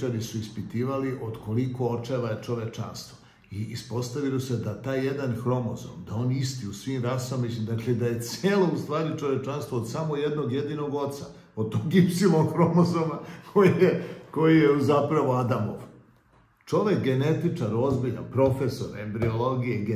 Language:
Serbian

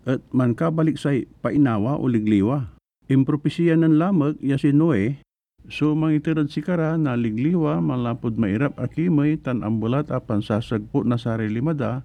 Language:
Pangasinan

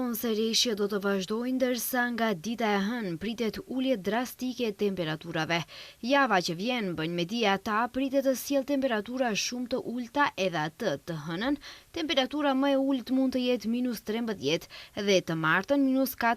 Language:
Albanian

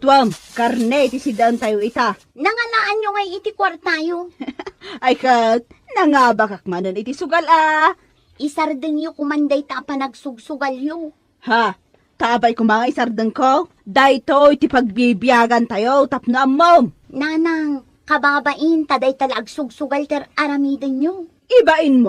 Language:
Iloko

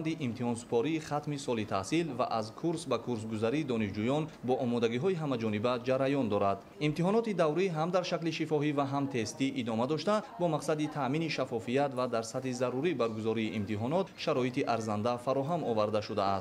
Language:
Tajik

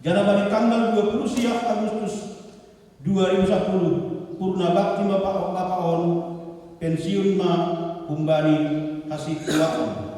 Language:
Batak Simalungun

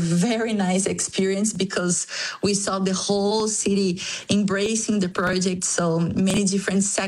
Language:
English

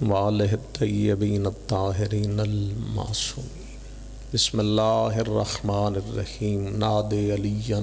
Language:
Pahari-Potwari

